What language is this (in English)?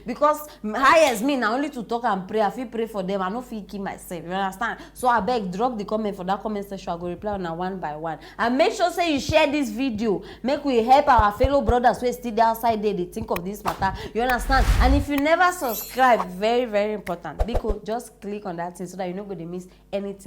Nigerian Pidgin